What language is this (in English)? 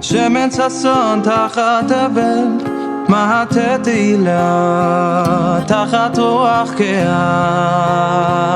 Yiddish